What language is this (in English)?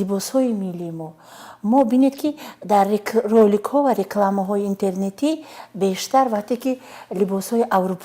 Tajik